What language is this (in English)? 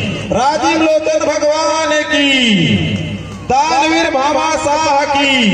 Chhattisgarhi